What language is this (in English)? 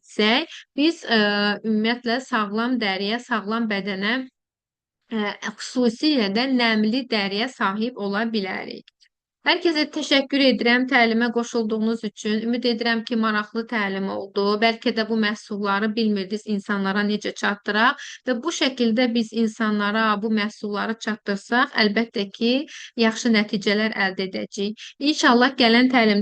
Azerbaijani